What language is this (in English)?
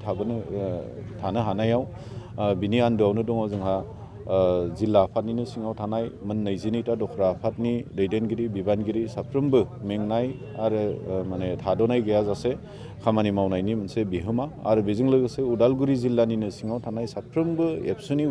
Bodo